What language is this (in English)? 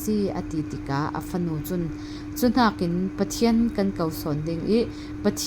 Falam Chin